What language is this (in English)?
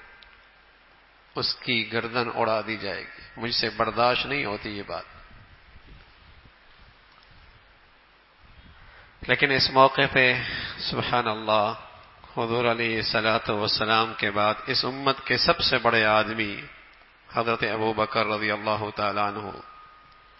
Urdu